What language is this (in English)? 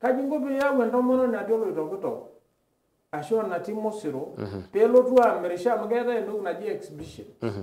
Masai